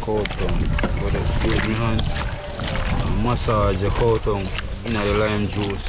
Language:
Jamaican Creole English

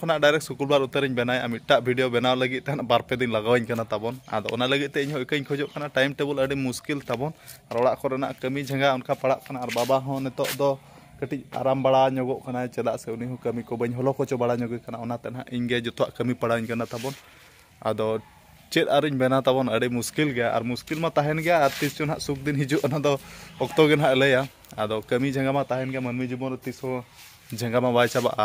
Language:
Santali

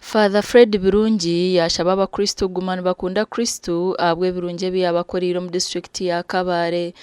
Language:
Nyankole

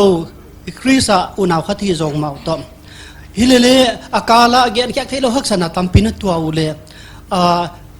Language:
Paite Chin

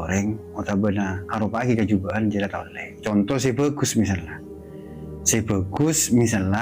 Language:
Madurese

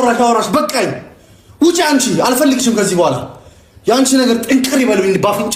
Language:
Amharic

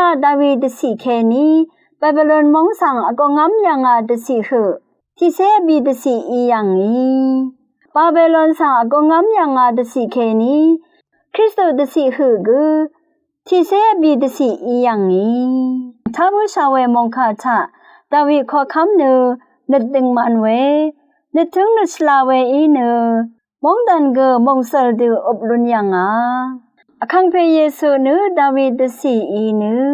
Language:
Rawang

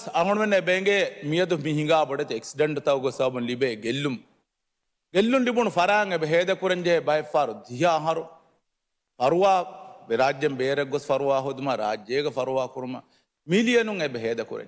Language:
Divehi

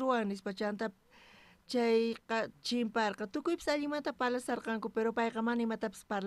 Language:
South Bolivian Quechua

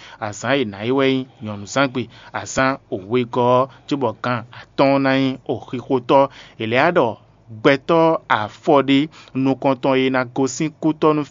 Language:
Fon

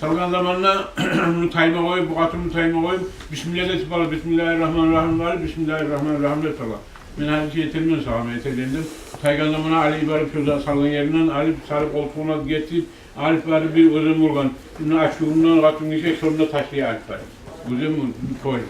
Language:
Kumyk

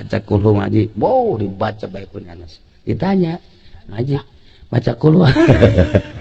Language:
Sundanese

